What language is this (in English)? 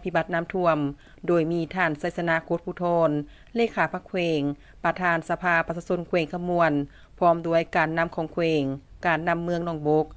Lao